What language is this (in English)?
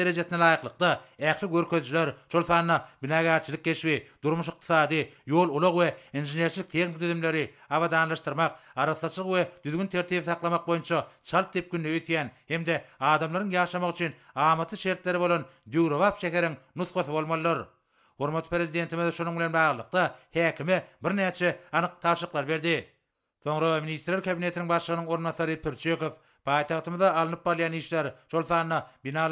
Turkmen